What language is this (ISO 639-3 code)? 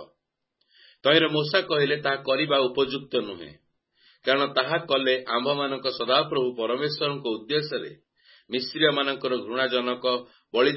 ori